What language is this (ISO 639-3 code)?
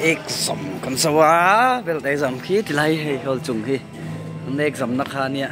lus